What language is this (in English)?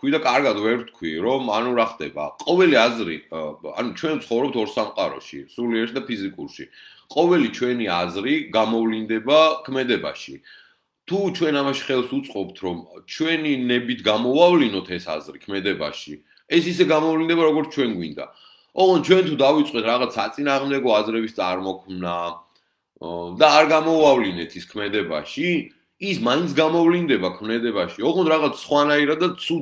Georgian